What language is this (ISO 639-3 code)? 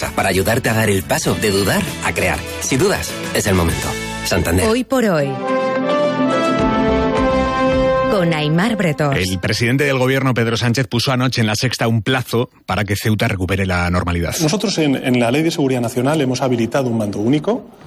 spa